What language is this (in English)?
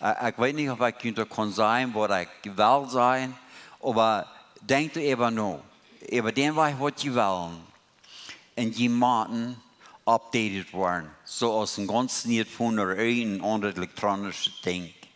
Plautdietsch